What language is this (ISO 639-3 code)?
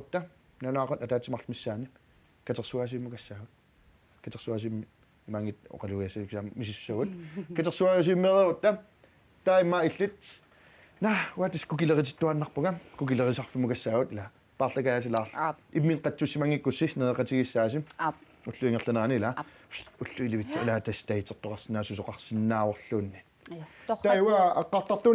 kal